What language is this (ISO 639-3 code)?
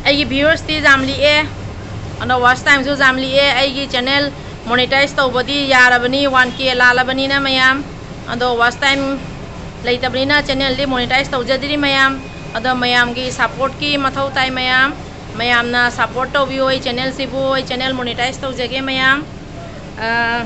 mni